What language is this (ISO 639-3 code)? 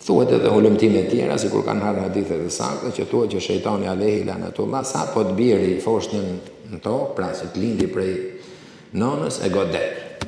sqi